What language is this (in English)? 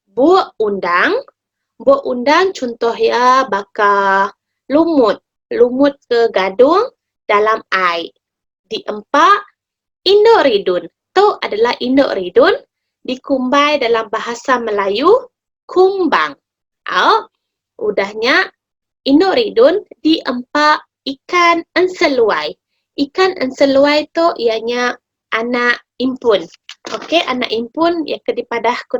Iban